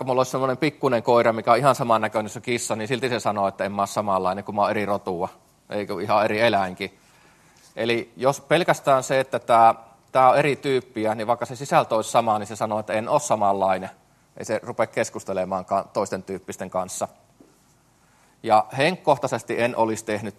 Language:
Finnish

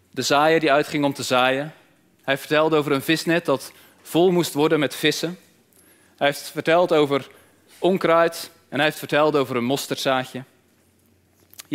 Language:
Dutch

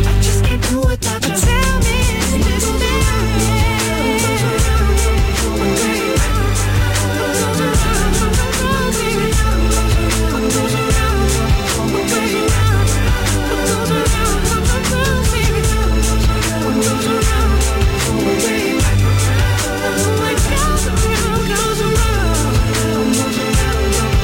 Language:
English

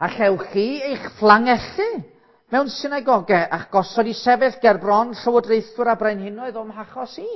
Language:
Welsh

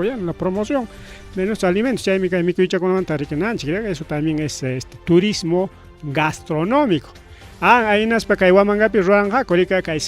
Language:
Ayacucho Quechua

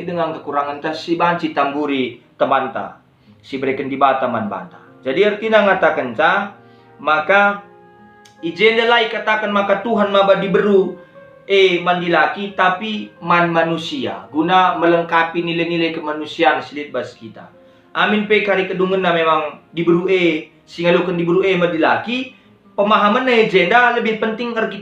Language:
Batak Karo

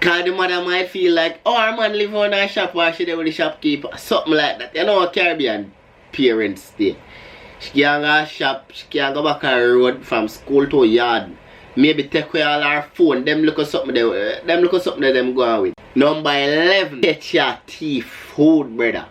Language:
Jamaican Creole English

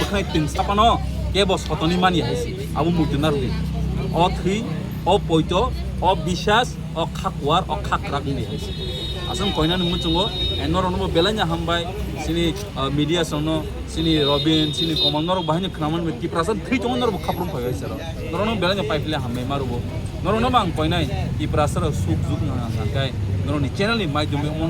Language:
Kok Borok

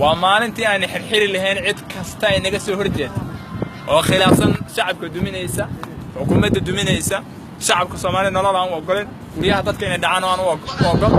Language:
Somali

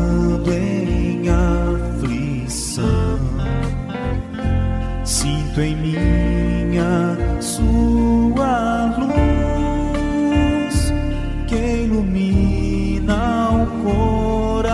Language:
Portuguese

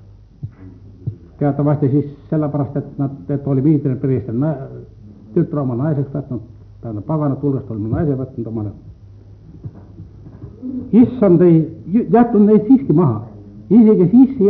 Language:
Estonian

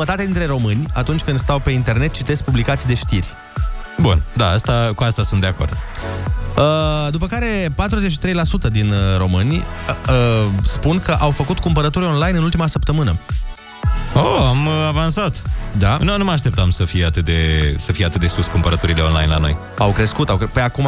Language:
Romanian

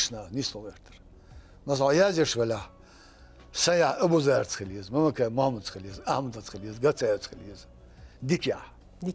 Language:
Chechen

